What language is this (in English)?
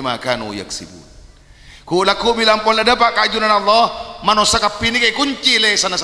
Madurese